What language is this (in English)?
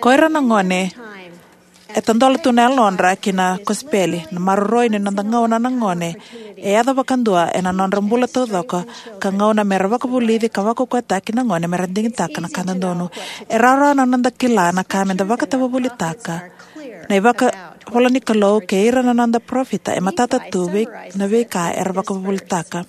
Fijian